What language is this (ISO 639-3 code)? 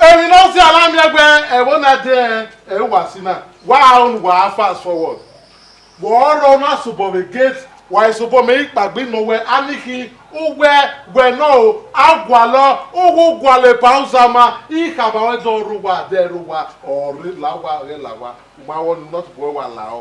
bin